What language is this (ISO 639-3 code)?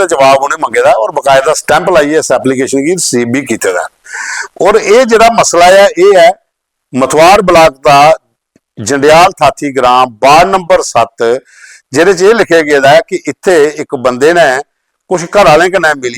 doi